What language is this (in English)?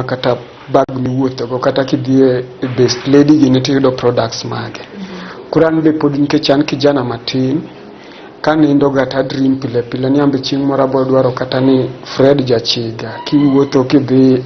Luo (Kenya and Tanzania)